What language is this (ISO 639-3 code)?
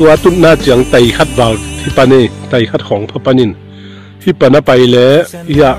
ctd